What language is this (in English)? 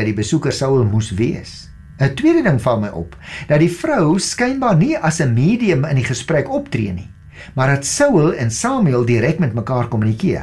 Afrikaans